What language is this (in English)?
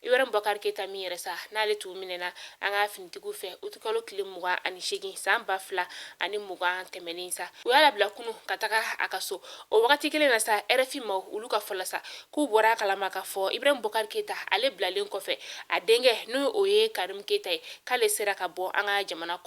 Bambara